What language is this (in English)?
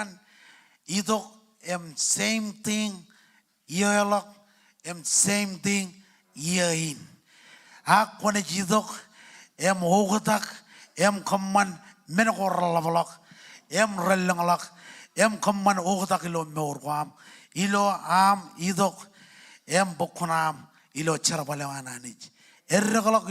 Marshallese